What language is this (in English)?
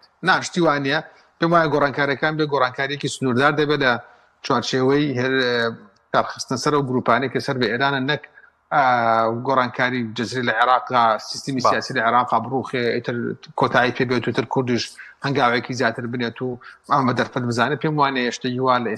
Central Kurdish